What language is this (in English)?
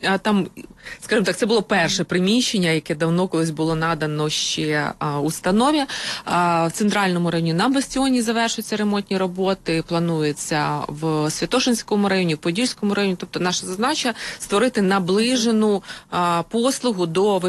Ukrainian